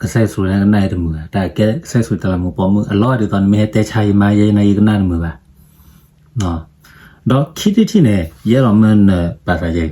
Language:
S'gaw Karen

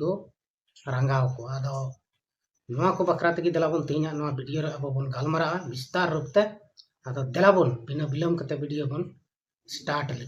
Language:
Santali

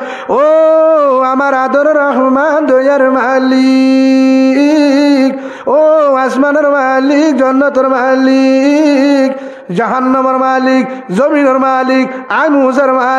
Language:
Rohingya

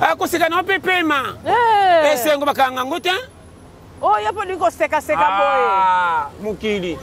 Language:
Lingala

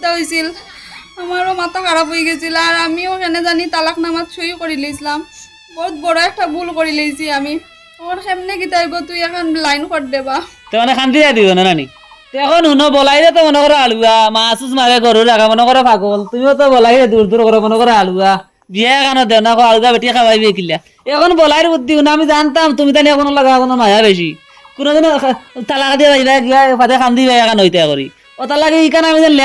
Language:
Sylheti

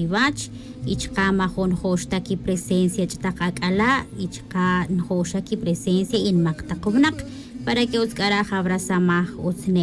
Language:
Tz'utujil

